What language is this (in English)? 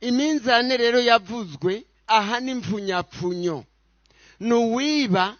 Rundi